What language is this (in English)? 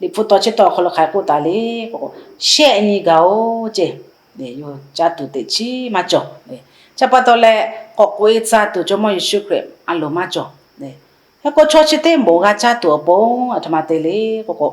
Lahu